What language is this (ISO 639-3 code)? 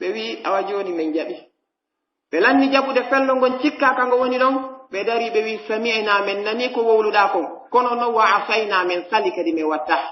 fuf